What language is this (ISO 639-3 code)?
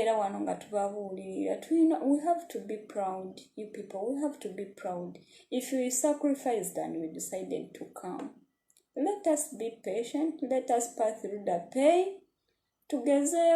lug